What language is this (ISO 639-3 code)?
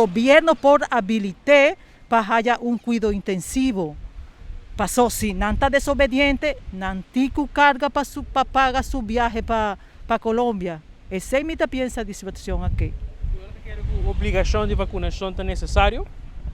pap